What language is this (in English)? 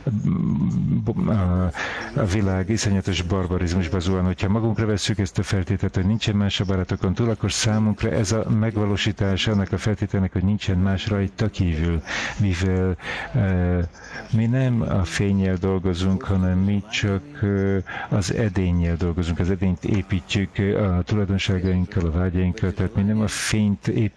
Hungarian